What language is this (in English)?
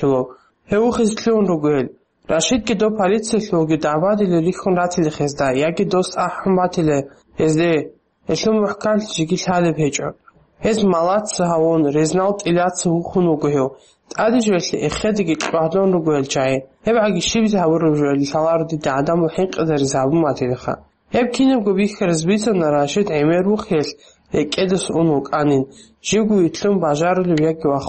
Avaric